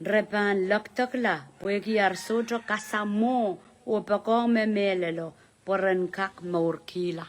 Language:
Pohnpeian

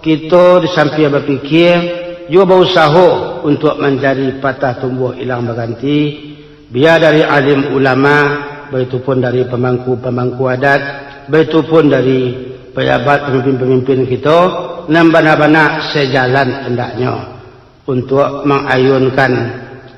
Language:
Minangkabau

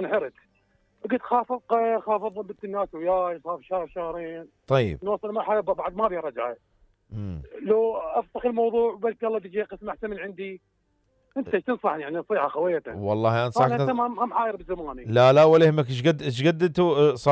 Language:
Mesopotamian Arabic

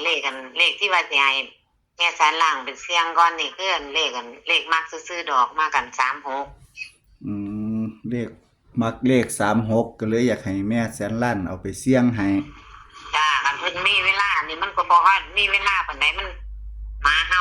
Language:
Northeastern Thai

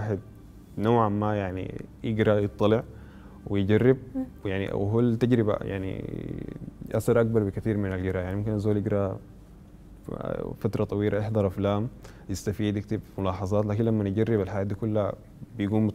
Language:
Sudanese Arabic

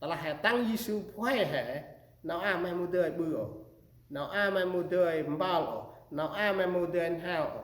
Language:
Central Mnong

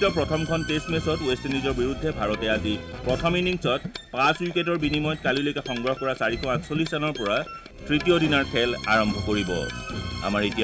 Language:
Assamese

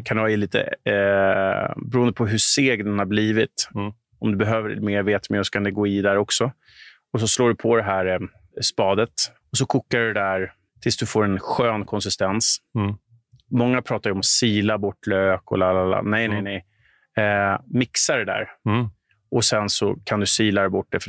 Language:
Swedish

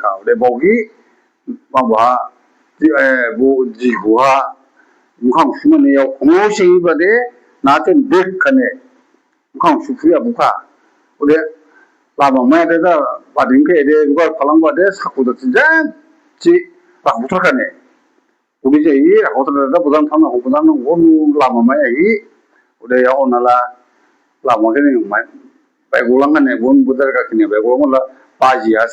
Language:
Dimasa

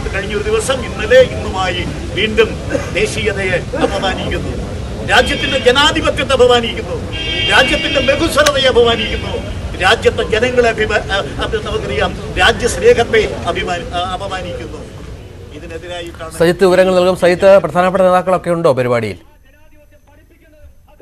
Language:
Malayalam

